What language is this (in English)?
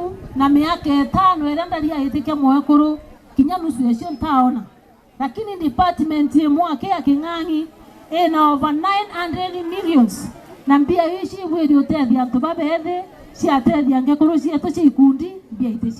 Meru